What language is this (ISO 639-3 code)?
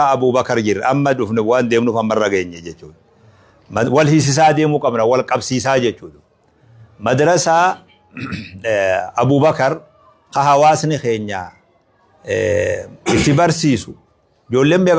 orm